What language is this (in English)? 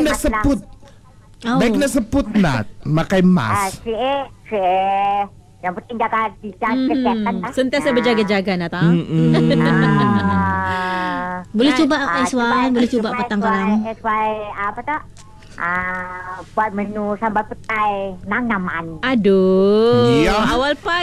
Malay